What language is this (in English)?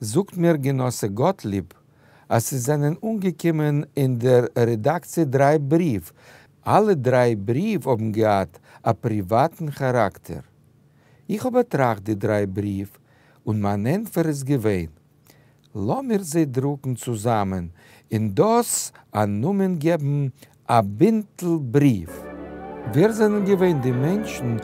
Yiddish